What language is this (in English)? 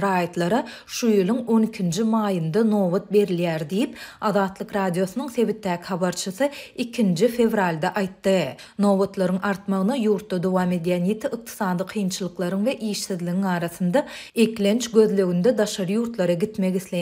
Turkmen